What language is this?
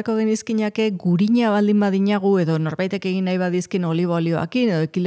Basque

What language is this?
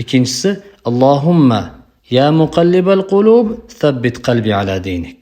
Uzbek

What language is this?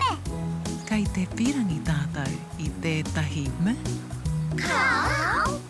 Māori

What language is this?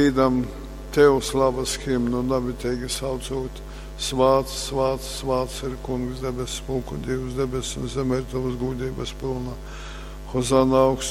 Latgalian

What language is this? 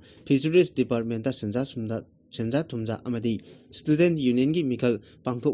Manipuri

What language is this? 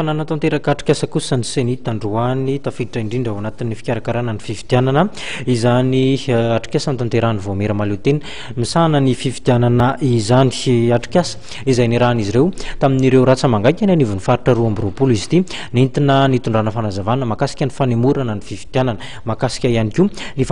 Malagasy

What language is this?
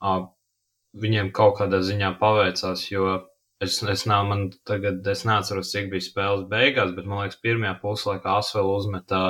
Latvian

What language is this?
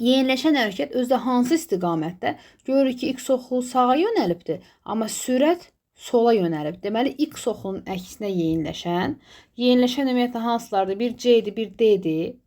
Azerbaijani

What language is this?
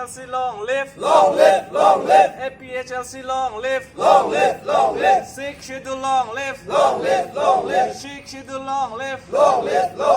Karbi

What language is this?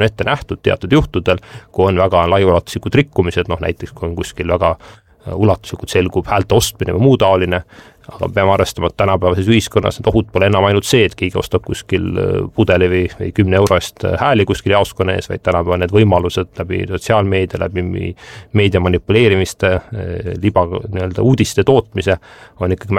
Estonian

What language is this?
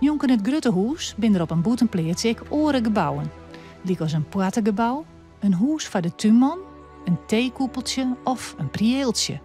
Western Frisian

